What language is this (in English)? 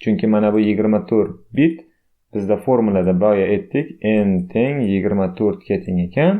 Uzbek